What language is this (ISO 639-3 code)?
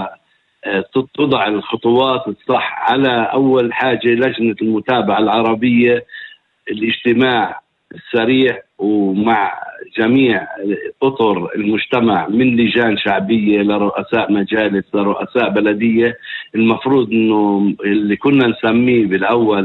apc